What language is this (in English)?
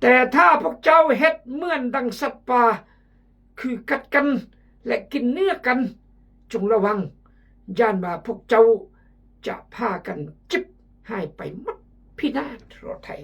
Khmu